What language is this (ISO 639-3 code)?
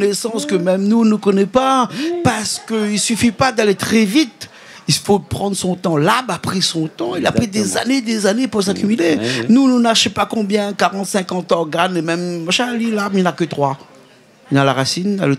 rcf